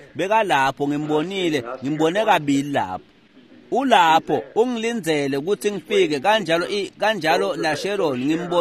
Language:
Swati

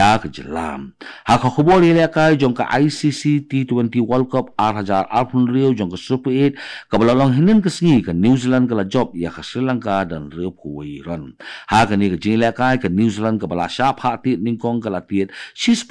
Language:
Khasi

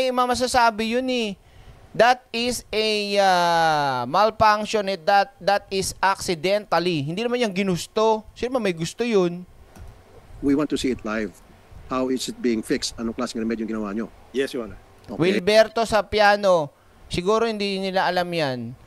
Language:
Filipino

